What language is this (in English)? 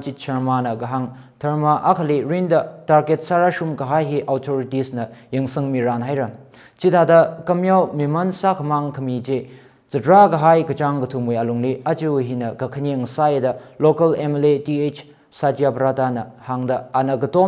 Tangkhul Naga (India)